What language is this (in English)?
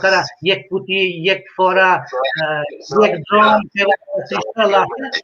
Balkan Romani